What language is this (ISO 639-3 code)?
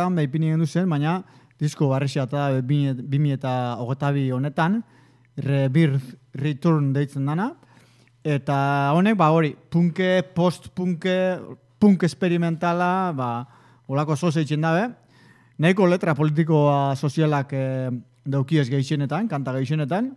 eus